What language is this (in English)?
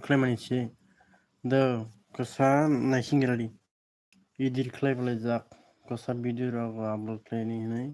Kok Borok